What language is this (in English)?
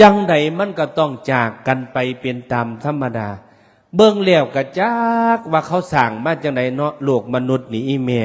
Northeastern Thai